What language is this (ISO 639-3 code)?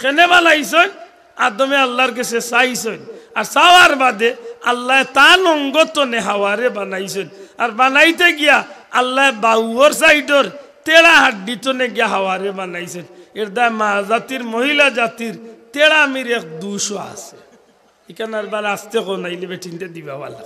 syl